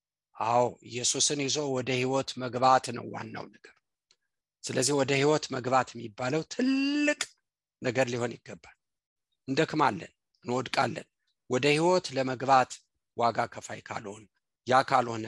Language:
Amharic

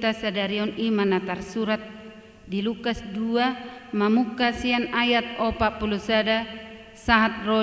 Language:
Batak Toba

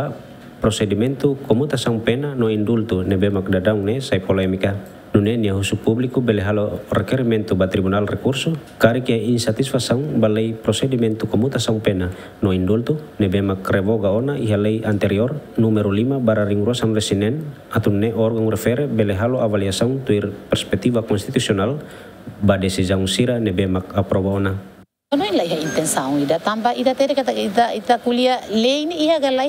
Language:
Tetum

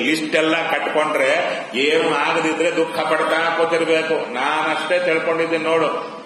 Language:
Kannada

